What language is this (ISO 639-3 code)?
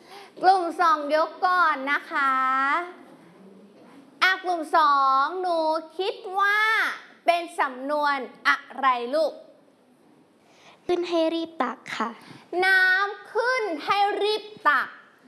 tha